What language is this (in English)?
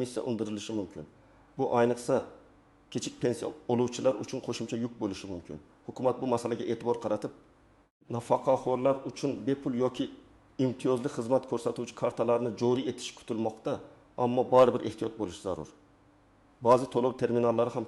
Uzbek